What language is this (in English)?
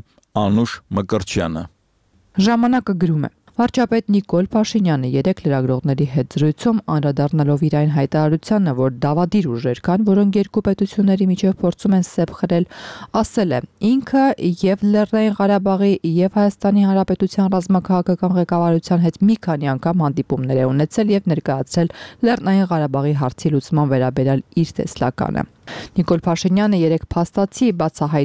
Armenian